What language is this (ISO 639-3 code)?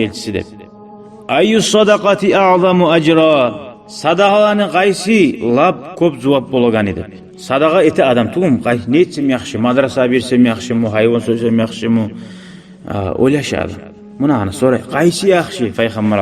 kum